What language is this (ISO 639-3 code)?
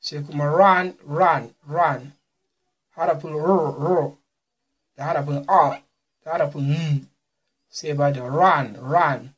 hau